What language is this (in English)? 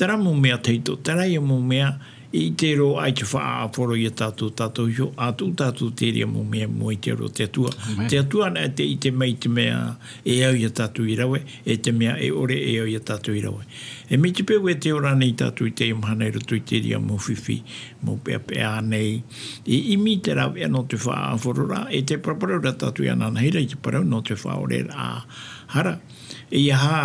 Tahitian